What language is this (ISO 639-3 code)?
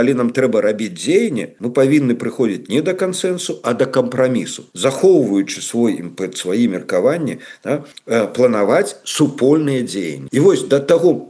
bel